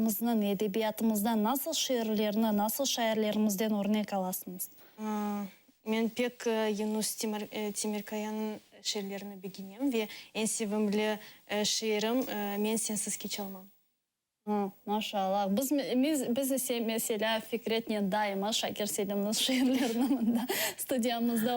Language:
Crimean Tatar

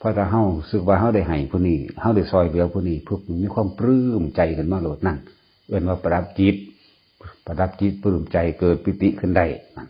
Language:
Lao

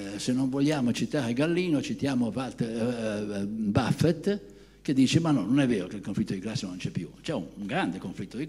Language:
Italian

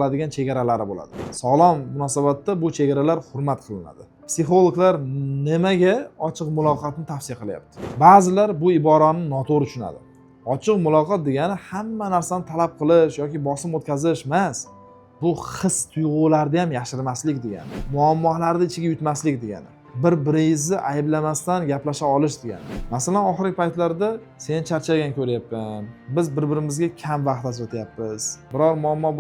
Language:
Uzbek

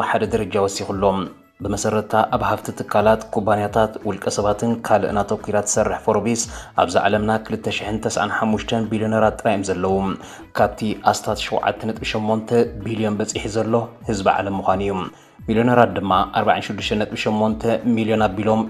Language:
Tigrinya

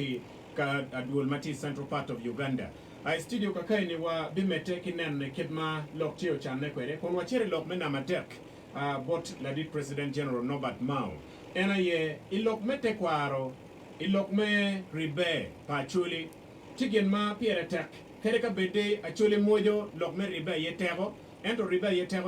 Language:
Acoli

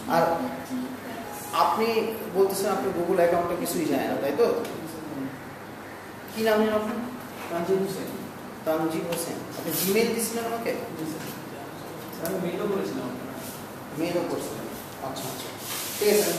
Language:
Bangla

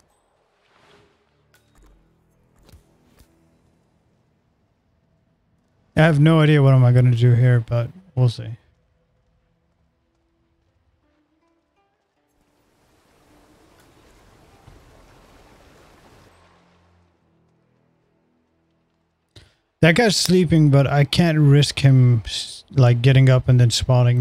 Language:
English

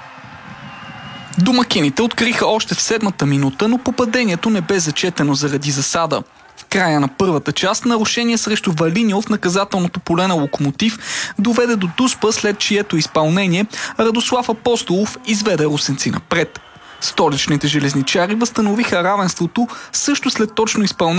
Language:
Bulgarian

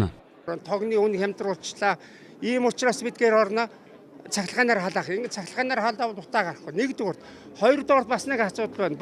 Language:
Mongolian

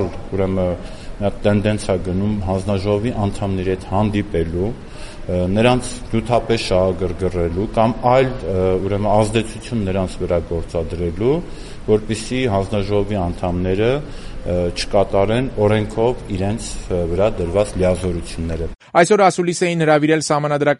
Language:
Armenian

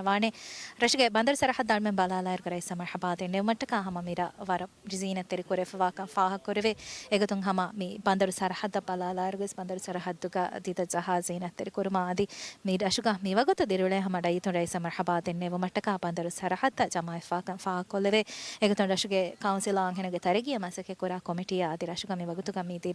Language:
Divehi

